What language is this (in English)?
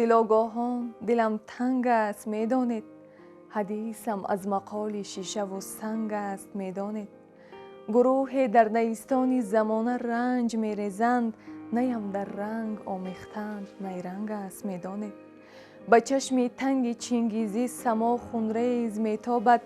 Tajik